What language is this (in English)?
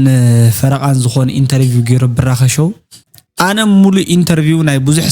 Tigrinya